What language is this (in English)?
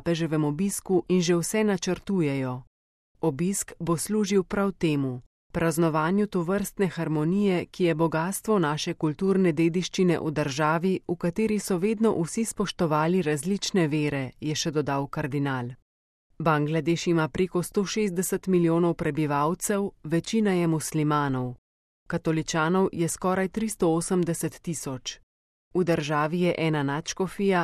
Slovenian